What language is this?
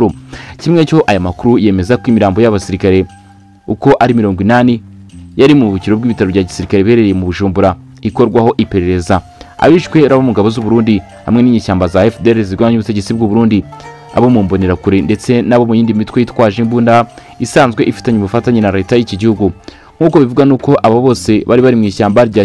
Kinyarwanda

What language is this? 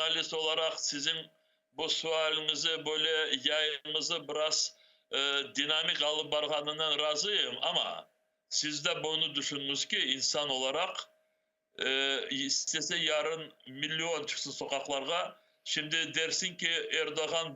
Crimean Tatar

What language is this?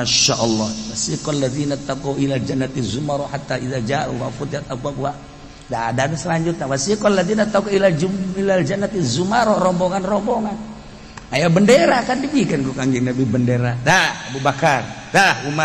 Sundanese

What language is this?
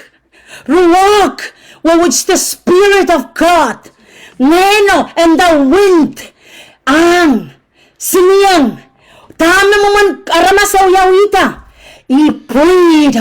Pohnpeian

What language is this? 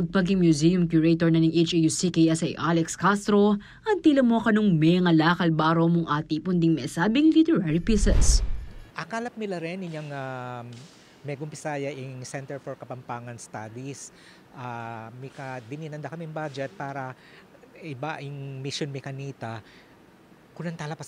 Pampanga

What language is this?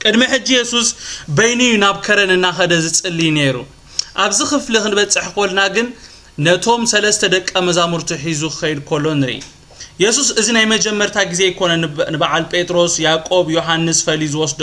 Tigrinya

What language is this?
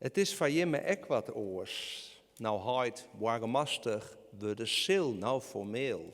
Western Frisian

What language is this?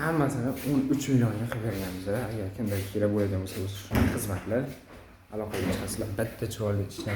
Uzbek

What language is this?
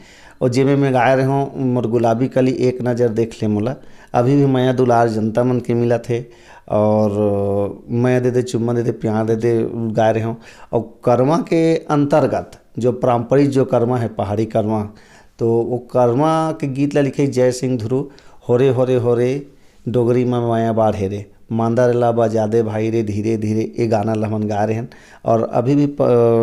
Chhattisgarhi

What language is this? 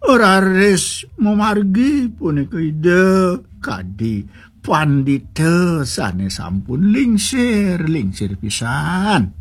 Balinese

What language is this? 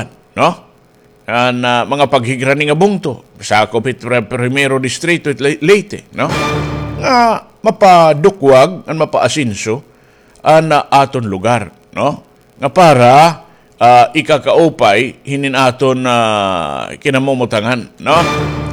Waray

